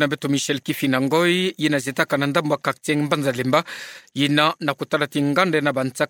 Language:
Kituba (Democratic Republic of Congo)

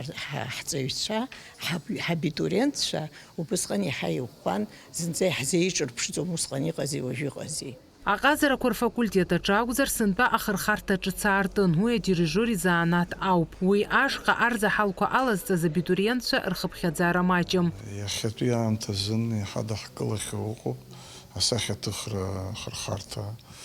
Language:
Abkhazian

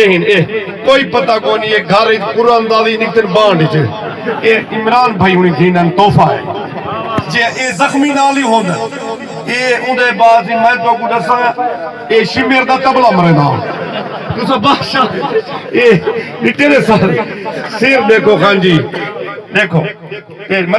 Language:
Saraiki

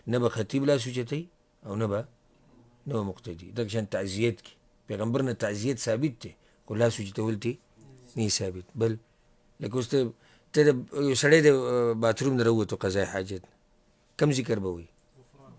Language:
Pashto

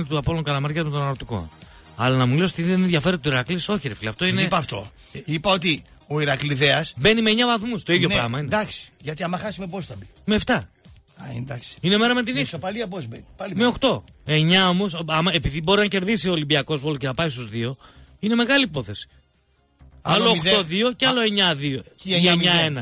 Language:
Greek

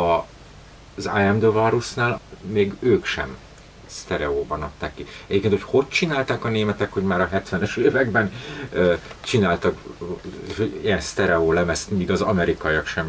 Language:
Hungarian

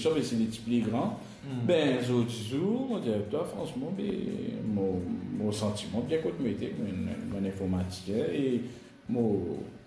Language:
Morisyen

